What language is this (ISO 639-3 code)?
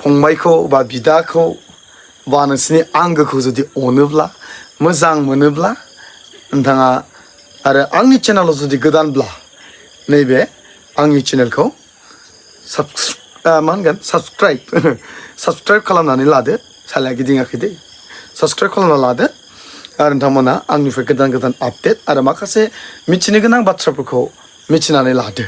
brx